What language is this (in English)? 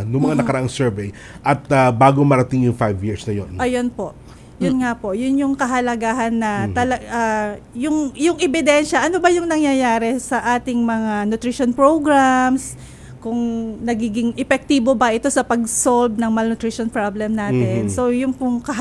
Filipino